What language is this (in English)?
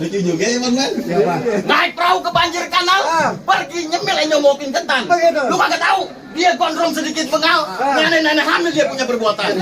Betawi